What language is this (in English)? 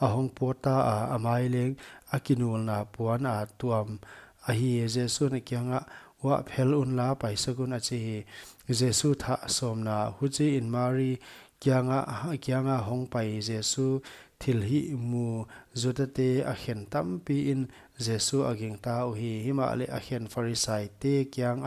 Paite Chin